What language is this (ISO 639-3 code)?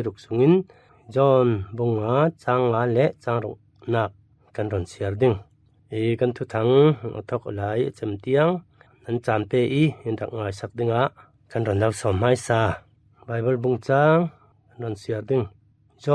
cfm